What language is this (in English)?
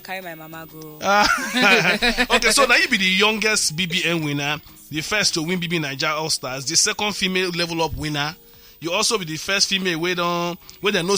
Nigerian Pidgin